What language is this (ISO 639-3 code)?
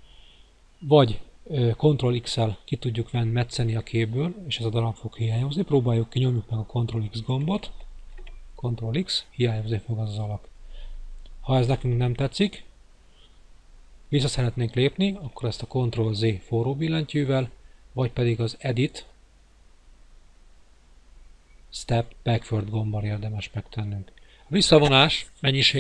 hun